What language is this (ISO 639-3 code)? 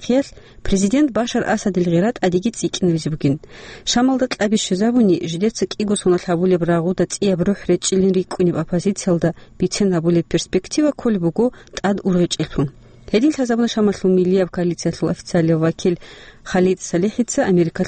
ava